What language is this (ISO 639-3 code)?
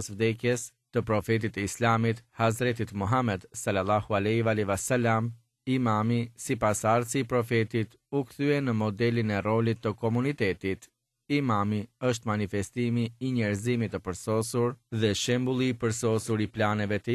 sqi